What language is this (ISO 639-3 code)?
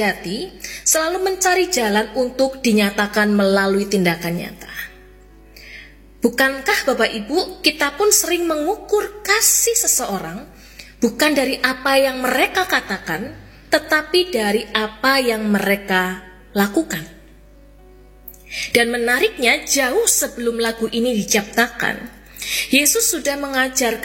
ind